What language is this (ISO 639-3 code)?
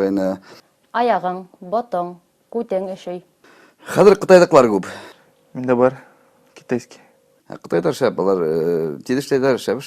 bak